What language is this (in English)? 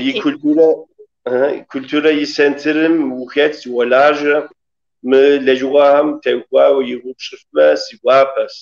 Kabardian